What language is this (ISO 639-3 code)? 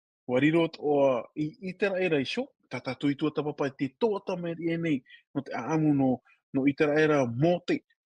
tah